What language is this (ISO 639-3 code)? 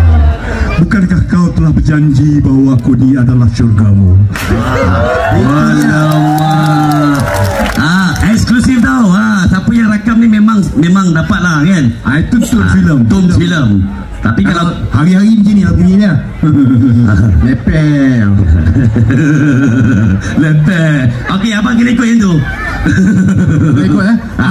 msa